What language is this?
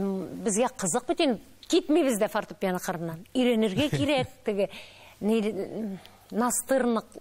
Tatar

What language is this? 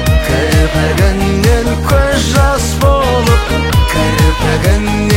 Kazakh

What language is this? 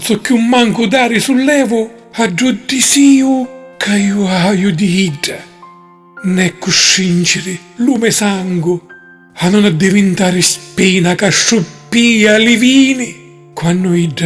Sicilian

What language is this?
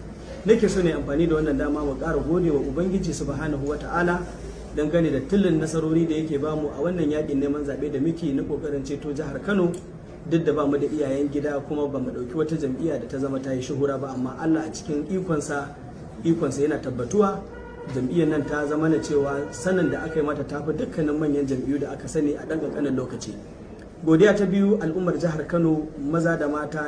Hausa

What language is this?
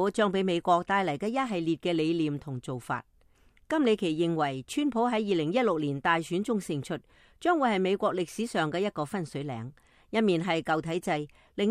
Cantonese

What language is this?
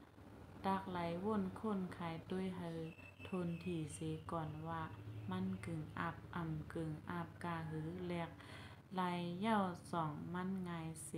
Shan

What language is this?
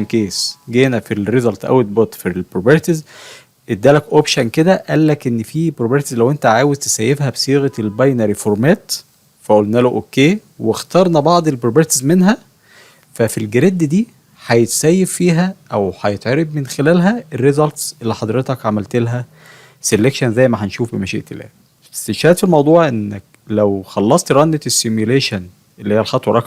Egyptian Arabic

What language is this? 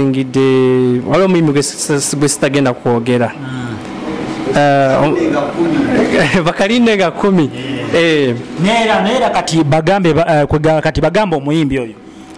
Ganda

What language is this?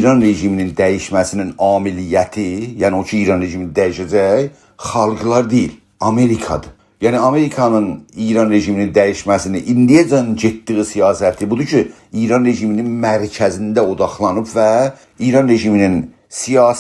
South Azerbaijani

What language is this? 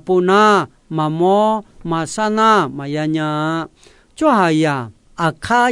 Akha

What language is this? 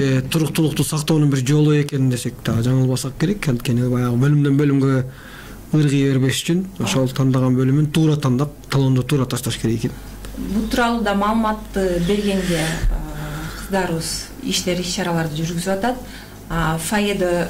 Kyrgyz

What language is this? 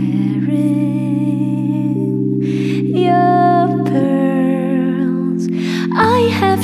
English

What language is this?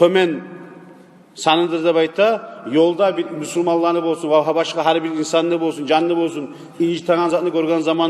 Kumyk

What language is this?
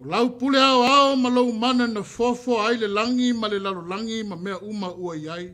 Samoan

